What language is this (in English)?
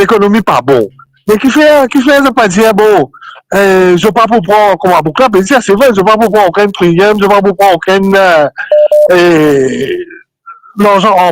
Morisyen